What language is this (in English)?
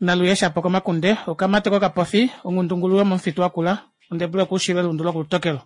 Kuanyama